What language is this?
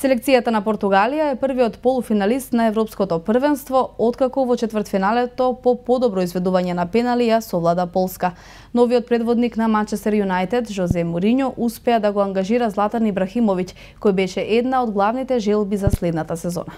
Macedonian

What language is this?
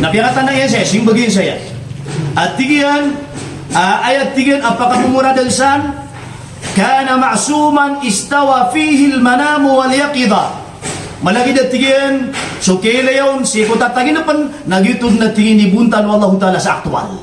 Maranao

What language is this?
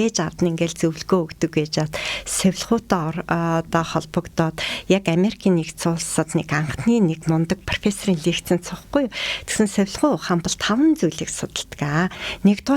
Mongolian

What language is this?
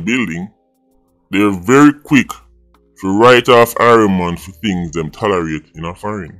Jamaican Creole English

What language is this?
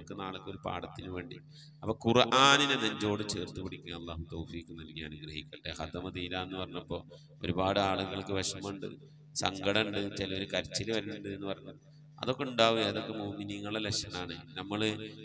Malayalam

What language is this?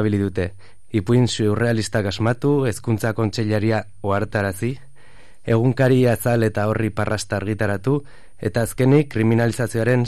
Basque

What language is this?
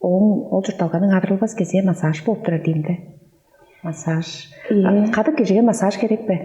Tuvinian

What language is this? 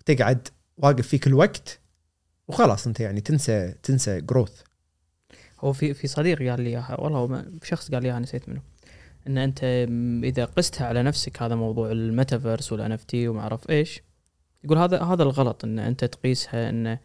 Gulf Arabic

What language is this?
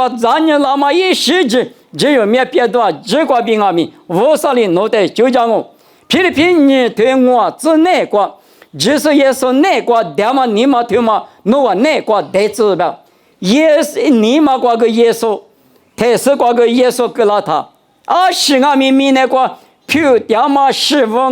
Lisu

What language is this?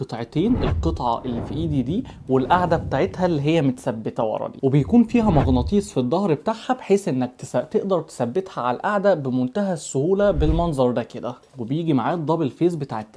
Egyptian Arabic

